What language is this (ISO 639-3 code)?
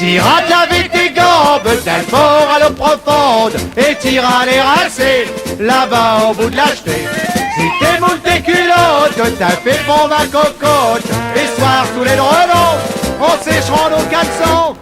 pcd